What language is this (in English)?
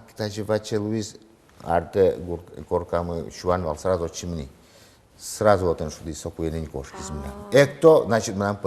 Udmurt